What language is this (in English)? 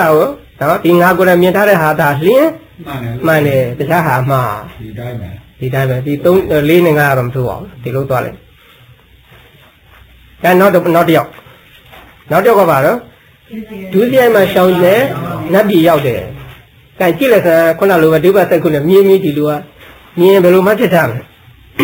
Burmese